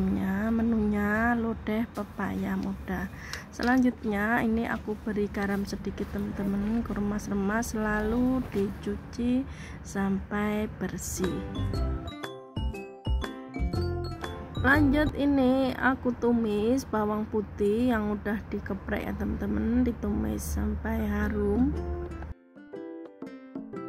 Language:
Indonesian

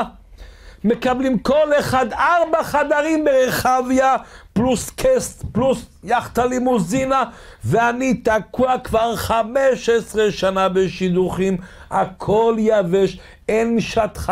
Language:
Hebrew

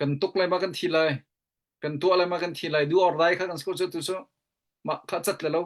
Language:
Hakha Chin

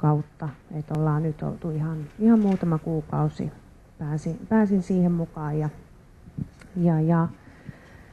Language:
Finnish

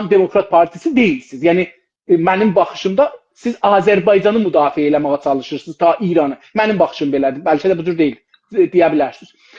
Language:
South Azerbaijani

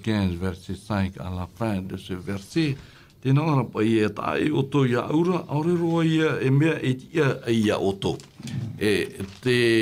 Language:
Tahitian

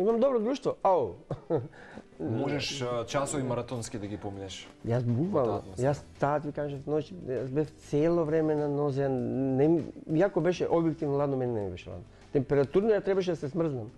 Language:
Macedonian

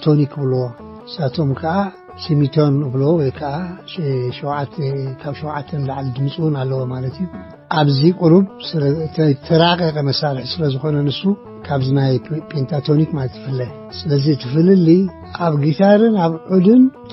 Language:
Tigrinya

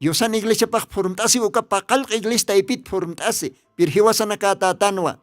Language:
Aymara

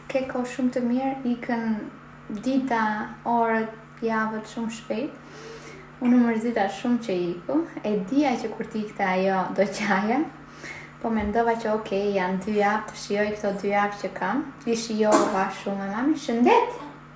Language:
Albanian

